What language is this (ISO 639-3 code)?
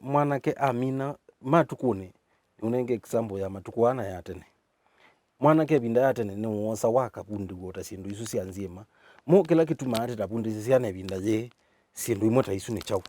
kam